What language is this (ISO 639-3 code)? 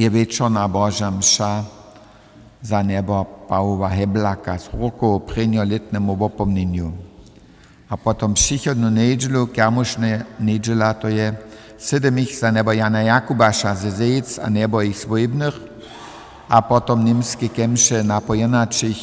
hsb